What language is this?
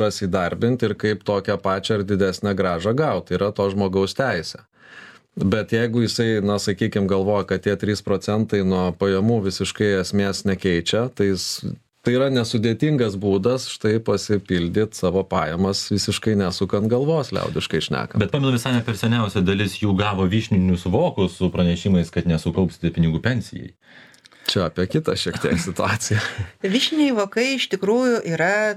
Lithuanian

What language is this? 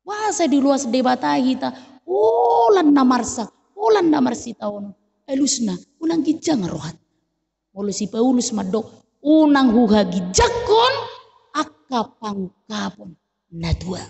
Batak Toba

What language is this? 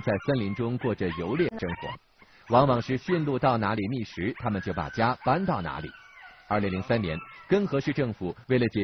Chinese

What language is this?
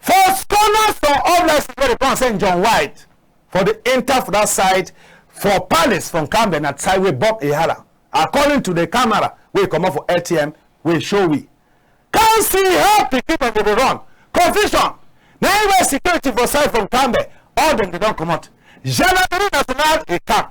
Cameroon Pidgin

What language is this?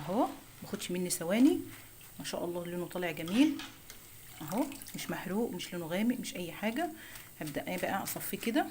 Egyptian Arabic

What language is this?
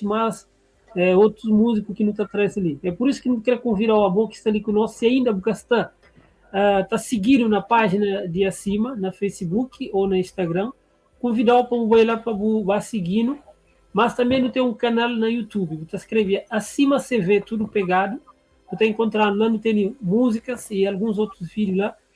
Kabuverdianu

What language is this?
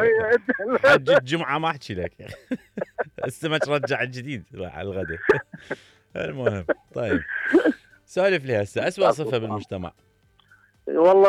Mesopotamian Arabic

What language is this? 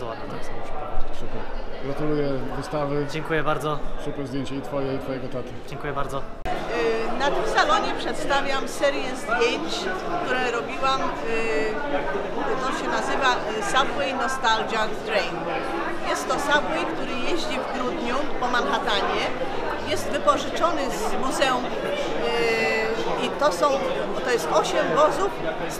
Polish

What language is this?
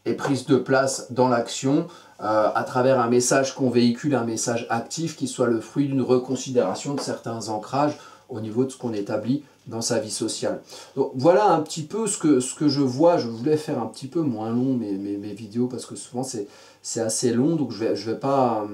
French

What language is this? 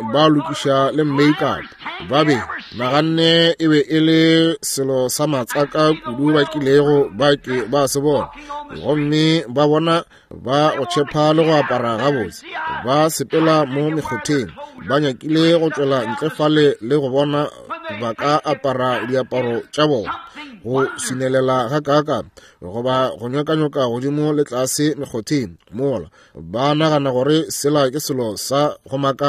Northern Sotho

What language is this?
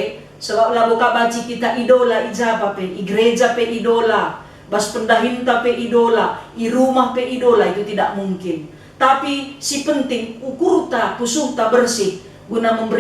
Batak Karo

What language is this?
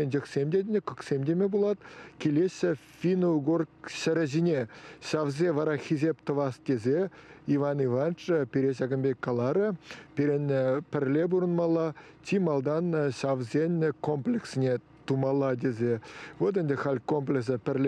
Chuvash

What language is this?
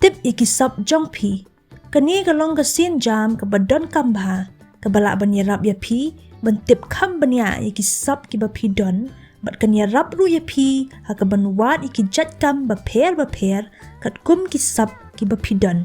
Khasi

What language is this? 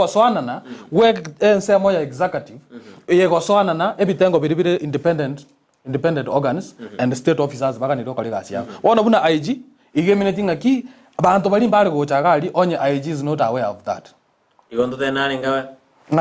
Gusii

